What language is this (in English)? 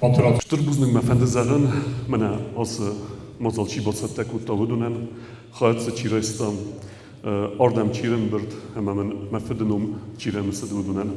Ossetic